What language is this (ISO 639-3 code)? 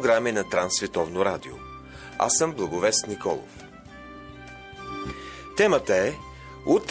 bul